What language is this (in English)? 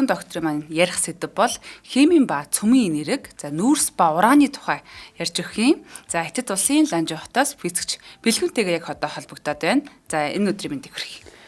Mongolian